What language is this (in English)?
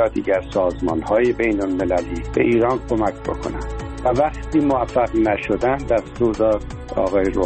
Persian